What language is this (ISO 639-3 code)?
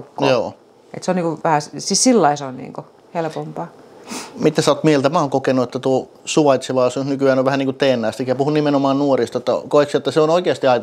fin